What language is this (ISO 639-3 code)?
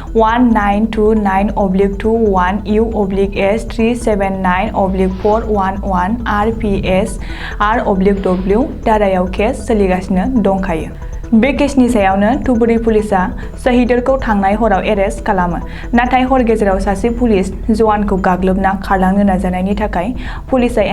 brx